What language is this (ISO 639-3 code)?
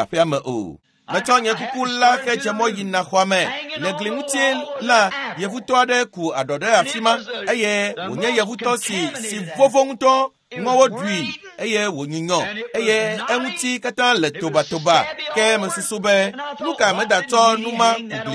ewe